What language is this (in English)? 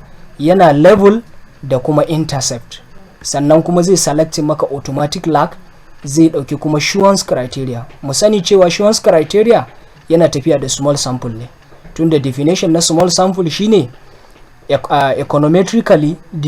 Hausa